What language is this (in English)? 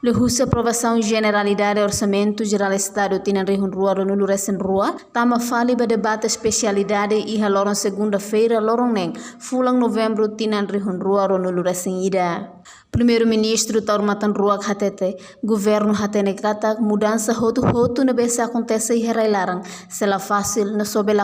Tetum